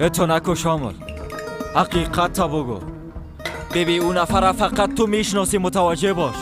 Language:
Persian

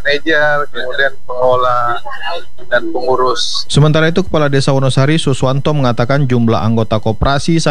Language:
Indonesian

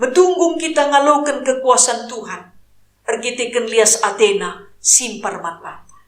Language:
Batak Karo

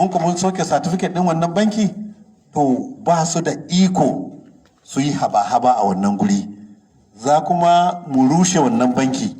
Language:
Hausa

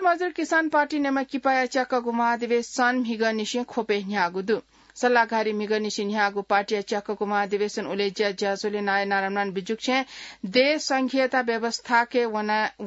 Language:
Newari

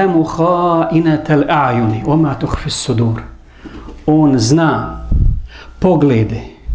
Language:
Bosnian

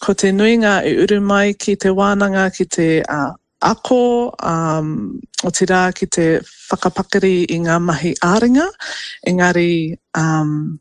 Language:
Māori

